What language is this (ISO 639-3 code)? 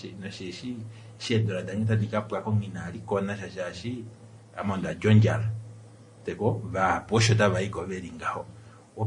kua